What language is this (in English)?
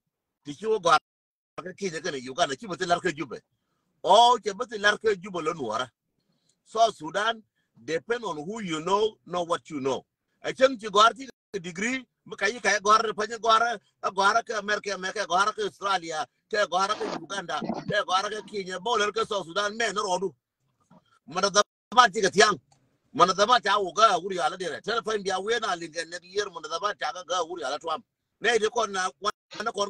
Nuer